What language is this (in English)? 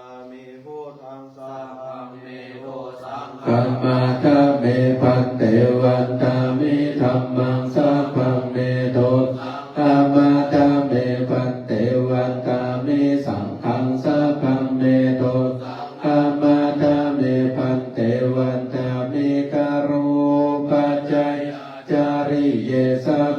Pali